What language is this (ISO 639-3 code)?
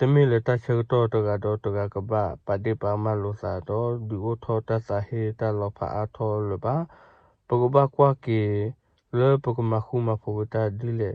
ksw